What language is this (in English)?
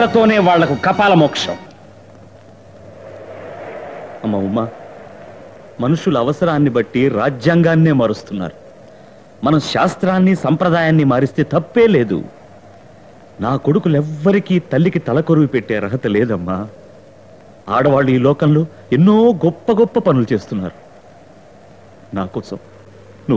Telugu